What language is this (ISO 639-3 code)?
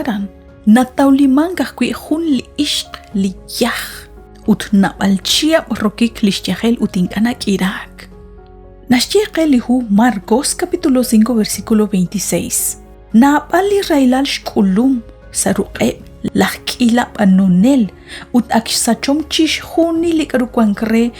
kek